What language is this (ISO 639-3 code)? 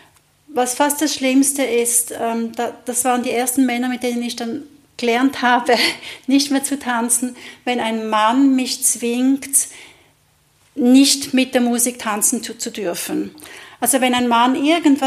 deu